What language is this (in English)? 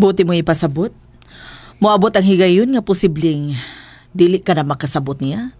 Cebuano